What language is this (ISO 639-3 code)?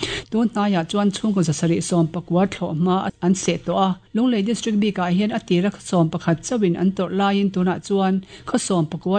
lus